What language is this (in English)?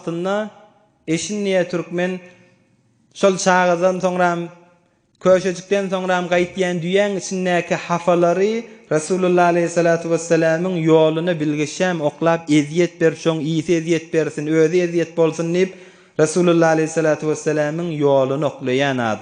Turkmen